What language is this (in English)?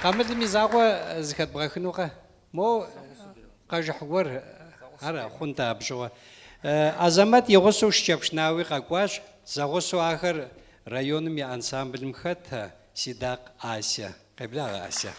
Kabardian